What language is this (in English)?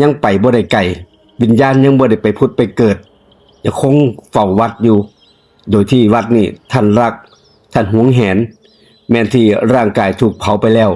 Lao